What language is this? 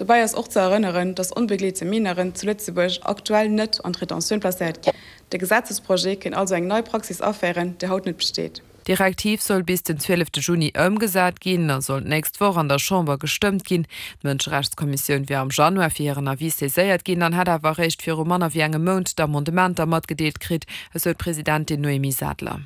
Luxembourgish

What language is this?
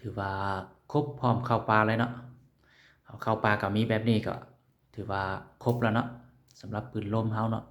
Lao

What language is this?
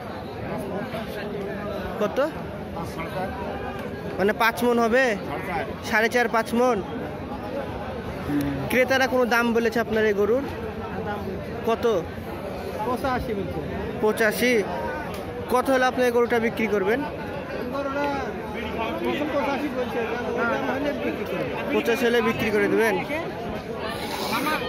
Bangla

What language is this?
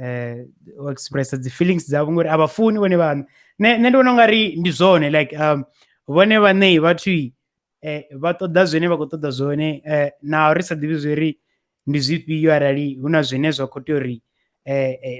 Venda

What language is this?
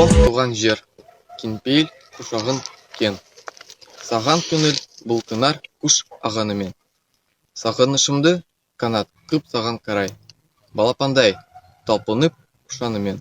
Kazakh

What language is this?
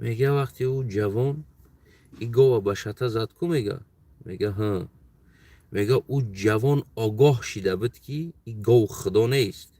Tajik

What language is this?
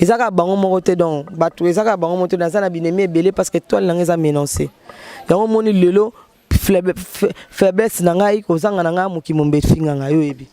Lingala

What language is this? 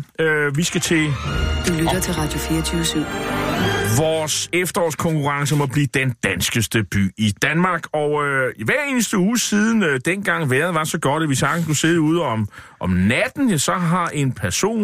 Danish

